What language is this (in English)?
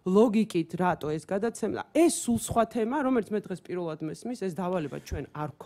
Georgian